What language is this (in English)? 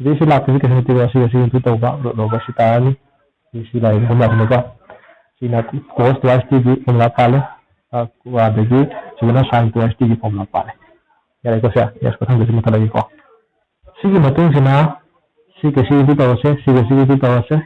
Manipuri